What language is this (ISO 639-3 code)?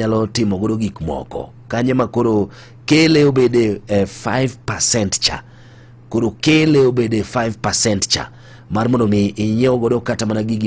luo